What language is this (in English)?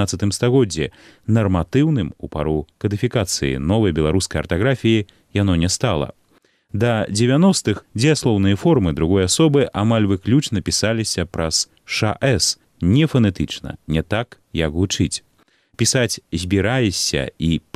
Belarusian